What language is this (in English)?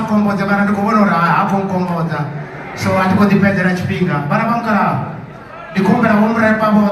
Venda